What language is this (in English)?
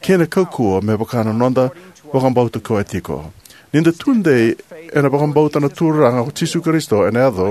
Fijian